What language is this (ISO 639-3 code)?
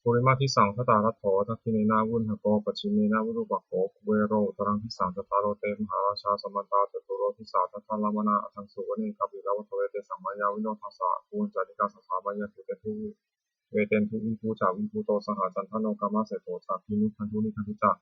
pli